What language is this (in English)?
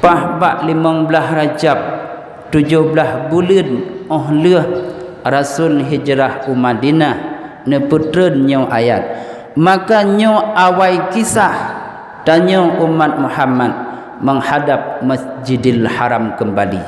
Achinese